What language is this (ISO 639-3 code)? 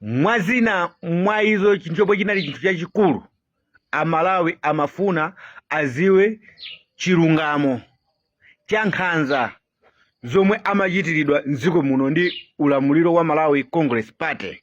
nya